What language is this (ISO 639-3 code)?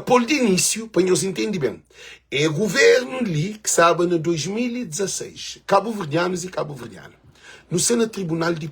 kea